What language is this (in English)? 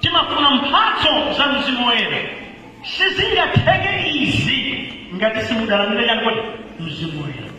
Nyanja